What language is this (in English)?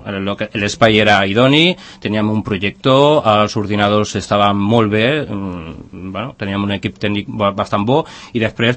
Catalan